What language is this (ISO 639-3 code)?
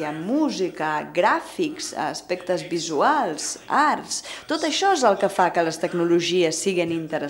cat